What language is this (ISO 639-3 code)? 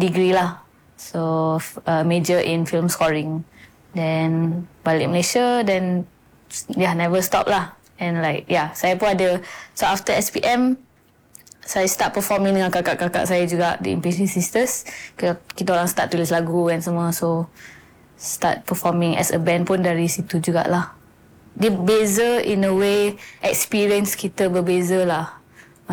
msa